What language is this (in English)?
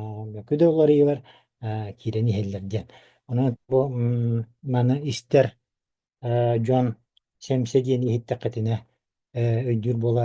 Yakut